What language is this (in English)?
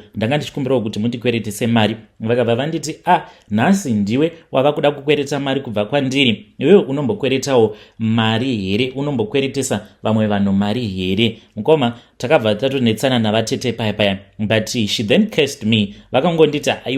Shona